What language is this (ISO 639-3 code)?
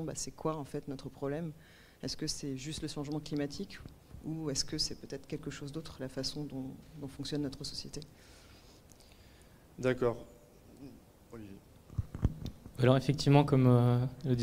fra